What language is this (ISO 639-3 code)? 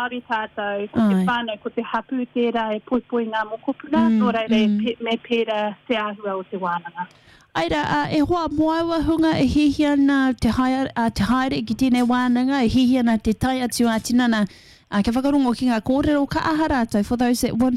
mri